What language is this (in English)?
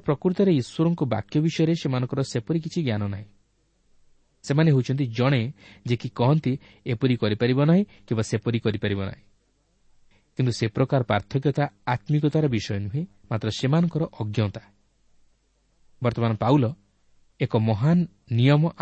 Odia